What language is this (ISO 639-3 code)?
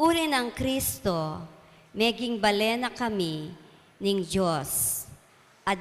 pam